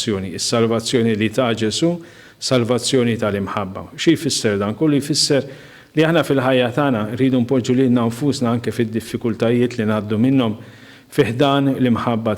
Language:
Maltese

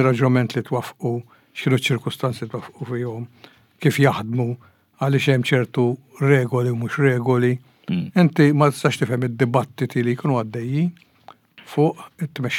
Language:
Maltese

